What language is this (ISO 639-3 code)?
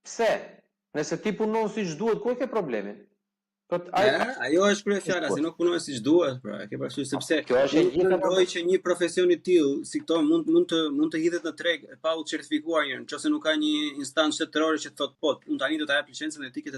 sqi